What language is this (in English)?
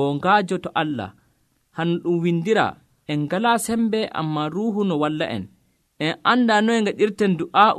Nigerian Fulfulde